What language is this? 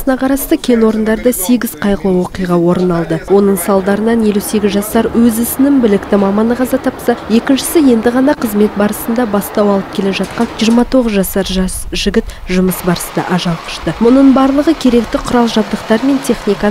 Kazakh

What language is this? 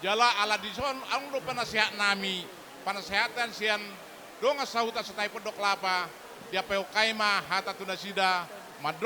Batak Toba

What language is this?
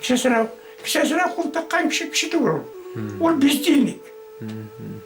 Bashkir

